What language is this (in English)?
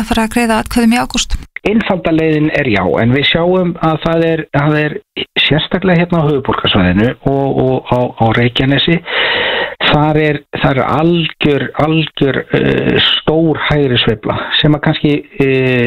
Icelandic